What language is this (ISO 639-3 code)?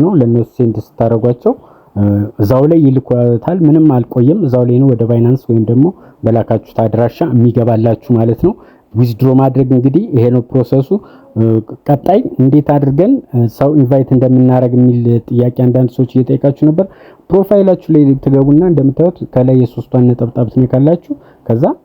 amh